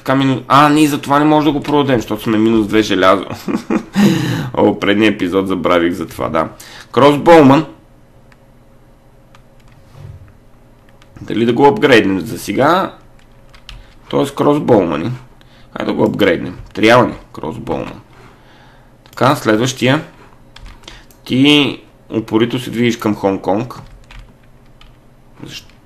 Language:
Bulgarian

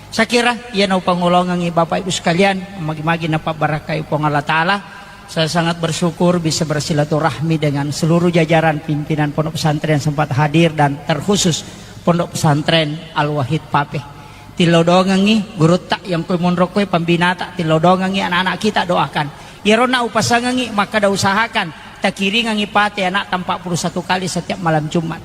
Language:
Buginese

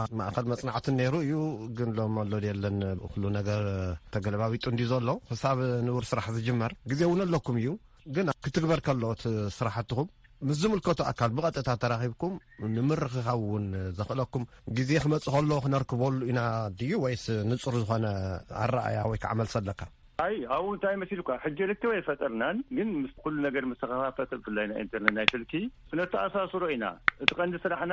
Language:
Tigrinya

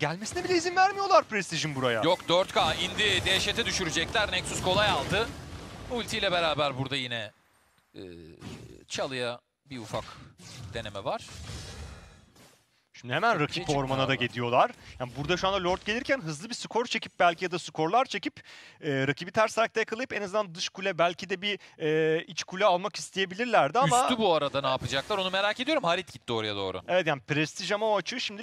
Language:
Turkish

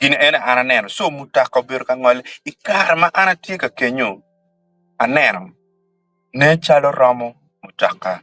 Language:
Acoli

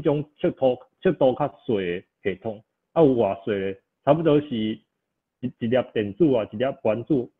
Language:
Min Nan Chinese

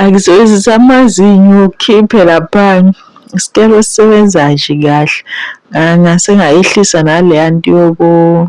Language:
Zulu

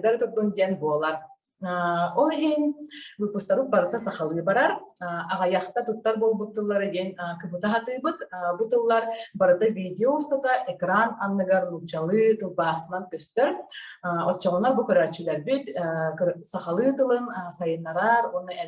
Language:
Yakut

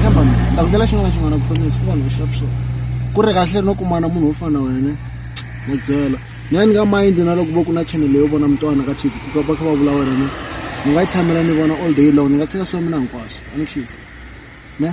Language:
Tsonga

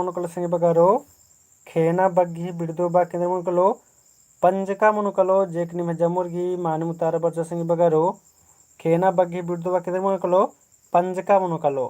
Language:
Kurukh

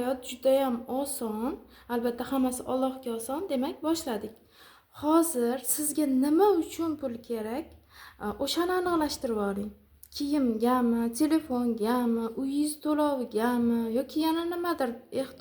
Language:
Uzbek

